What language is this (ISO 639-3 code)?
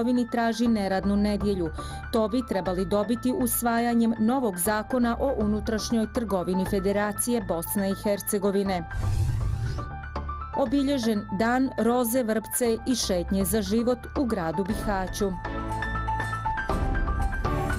bos